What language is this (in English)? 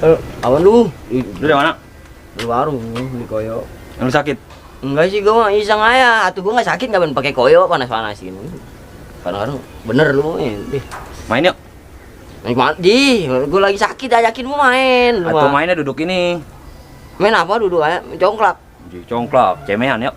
Betawi